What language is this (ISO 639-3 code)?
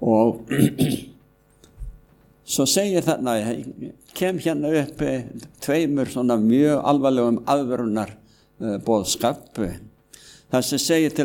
isl